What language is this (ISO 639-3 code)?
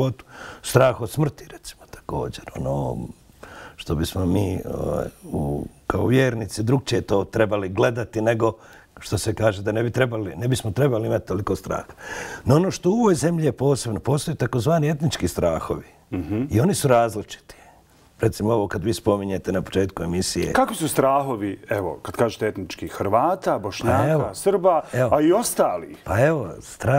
bos